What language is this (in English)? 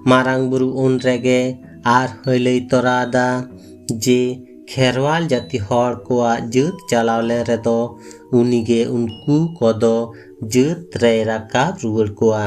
Santali